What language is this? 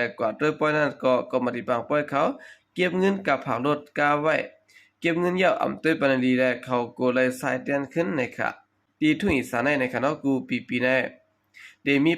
Shan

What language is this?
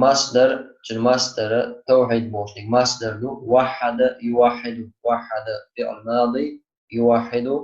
Chechen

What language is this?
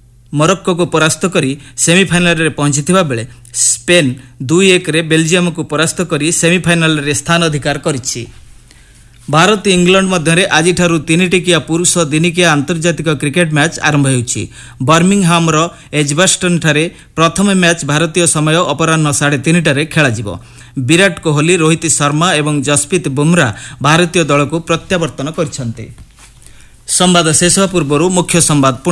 Odia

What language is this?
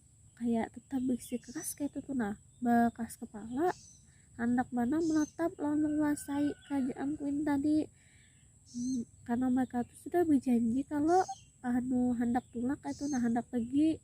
Banjar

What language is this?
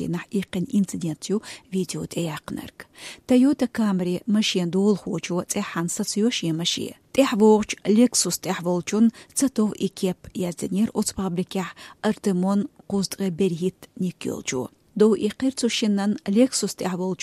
Chechen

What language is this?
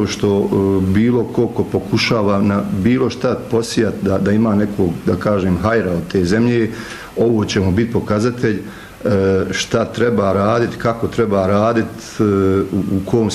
Bosnian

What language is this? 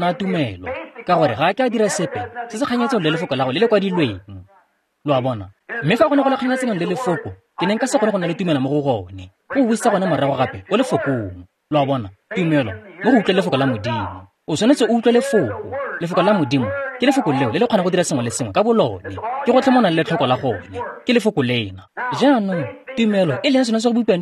Tswana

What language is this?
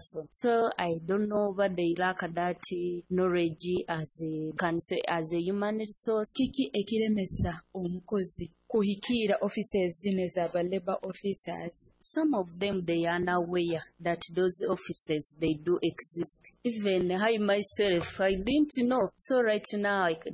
Nyoro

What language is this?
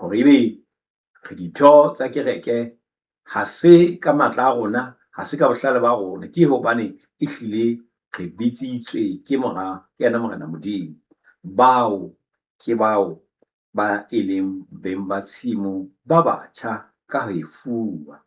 Southern Sotho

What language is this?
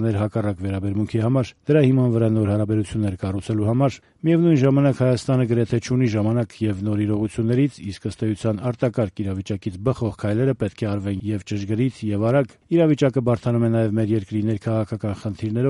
Armenian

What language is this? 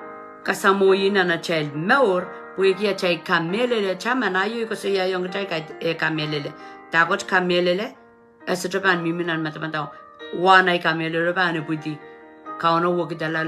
Pohnpeian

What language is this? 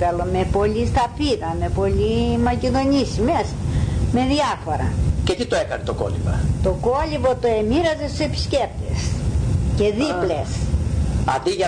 Greek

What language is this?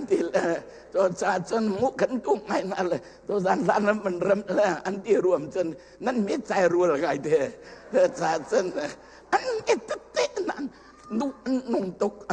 Hakha Chin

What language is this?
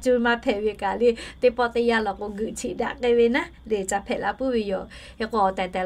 Lahu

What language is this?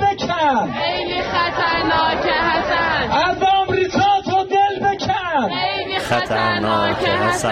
Persian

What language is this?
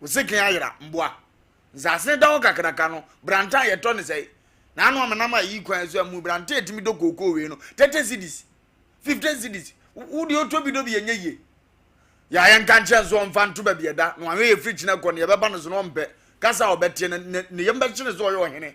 Akan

